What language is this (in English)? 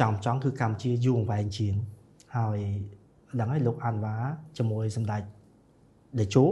Khmer